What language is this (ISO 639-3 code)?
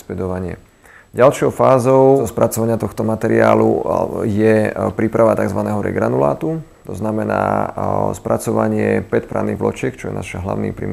slk